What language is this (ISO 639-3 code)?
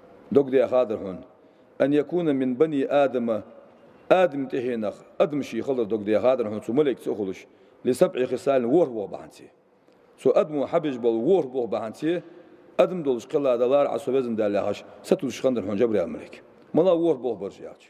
inh